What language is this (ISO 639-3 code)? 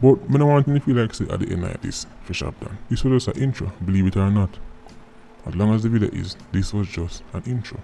jam